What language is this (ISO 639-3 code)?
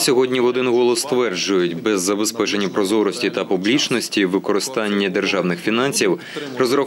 ukr